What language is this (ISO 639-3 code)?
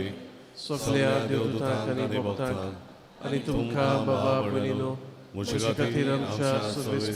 kok